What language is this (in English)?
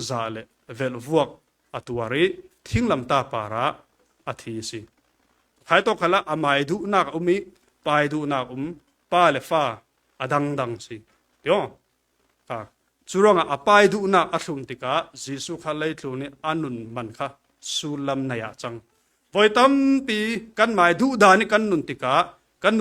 Falam Chin